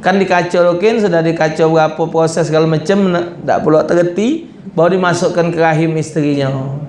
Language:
Musi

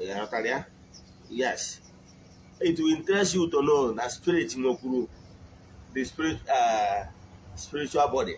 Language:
Igbo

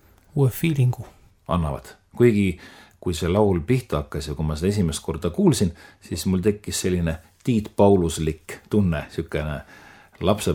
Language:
Estonian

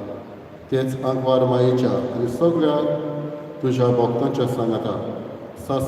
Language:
Konkani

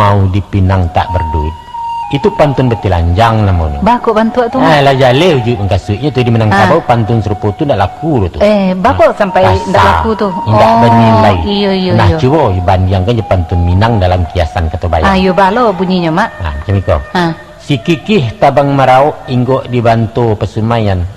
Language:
Minangkabau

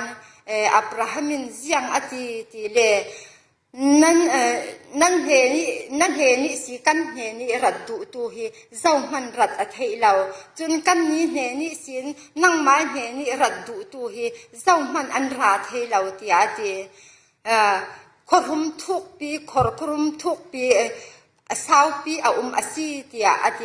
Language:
Falam Chin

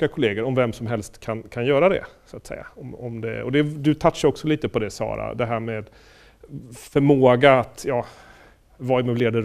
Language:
Swedish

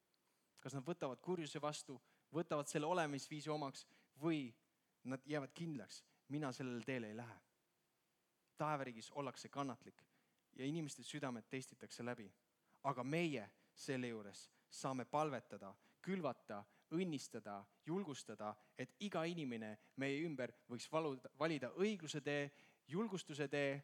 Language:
Estonian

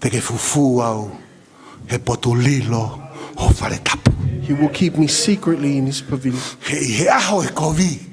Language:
Tongan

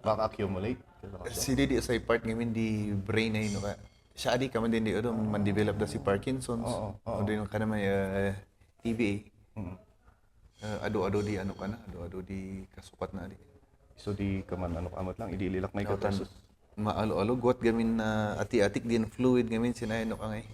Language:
Kankanaey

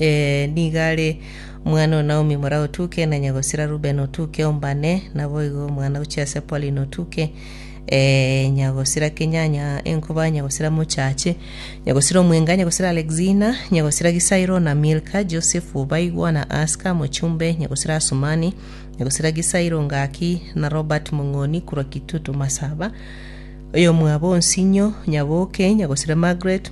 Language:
Gusii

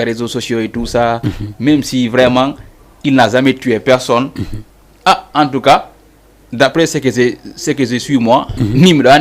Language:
Fula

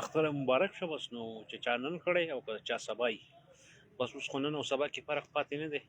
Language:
Pashto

